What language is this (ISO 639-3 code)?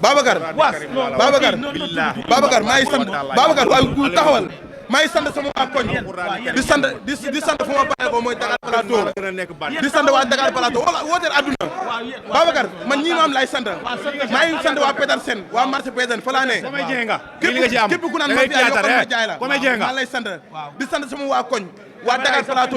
wol